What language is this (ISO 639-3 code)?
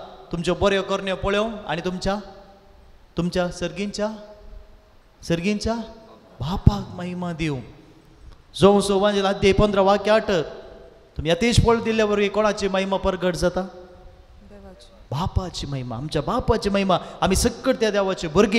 kok